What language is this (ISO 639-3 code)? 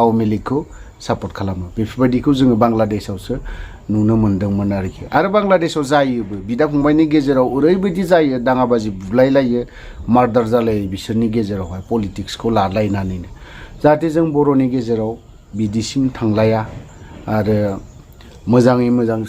brx